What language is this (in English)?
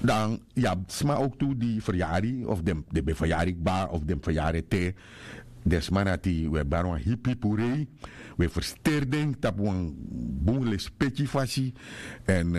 Sranan Tongo